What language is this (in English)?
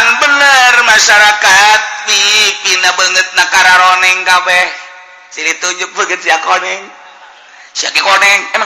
Sundanese